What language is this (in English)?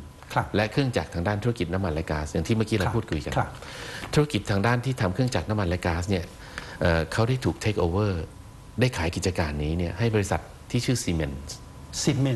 Thai